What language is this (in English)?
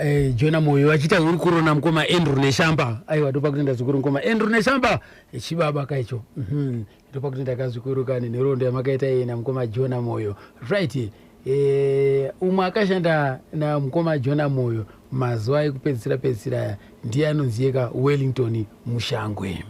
Shona